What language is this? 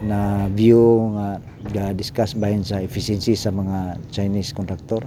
Cebuano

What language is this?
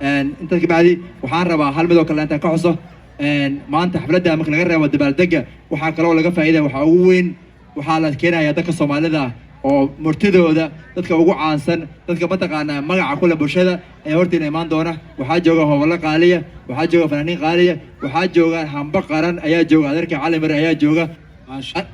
Somali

